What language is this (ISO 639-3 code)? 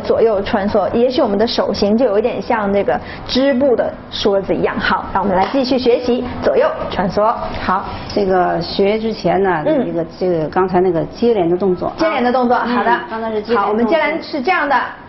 zho